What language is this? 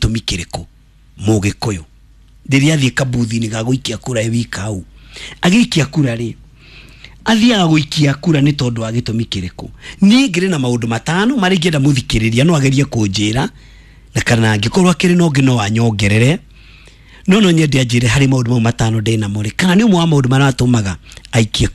Kikuyu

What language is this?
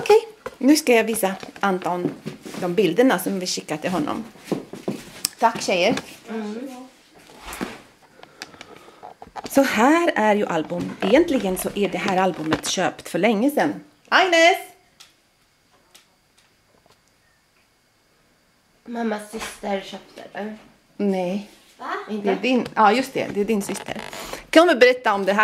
Swedish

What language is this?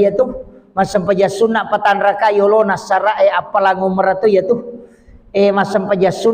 Buginese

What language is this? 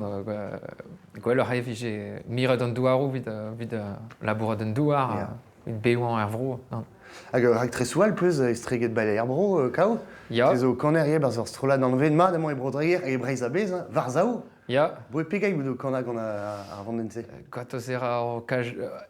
Breton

